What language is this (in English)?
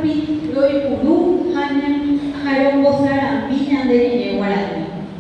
Guarani